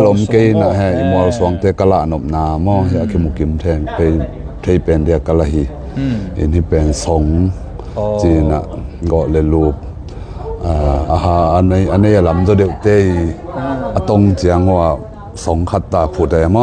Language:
Tedim Chin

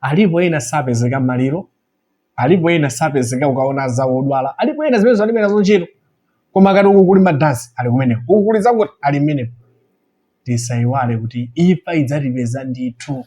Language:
Nyanja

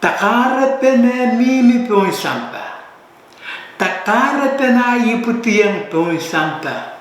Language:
Pohnpeian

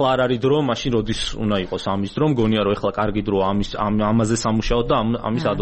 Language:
Georgian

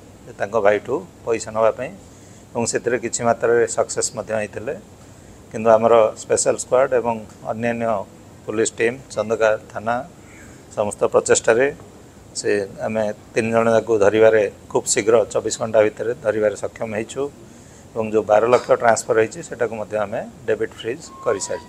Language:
Odia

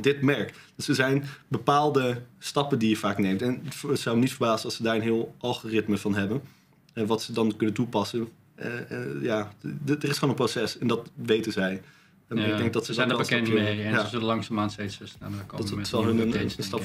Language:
Dutch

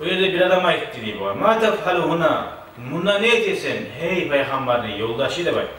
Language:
Kumyk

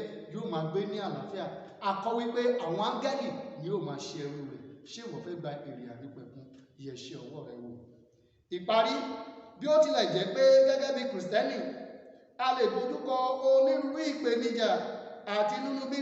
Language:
Yoruba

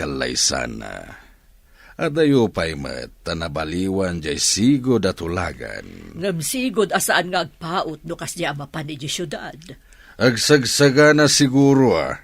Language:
Iloko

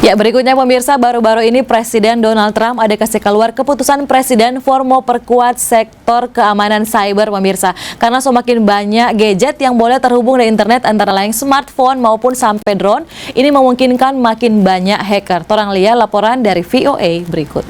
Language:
Manado Malay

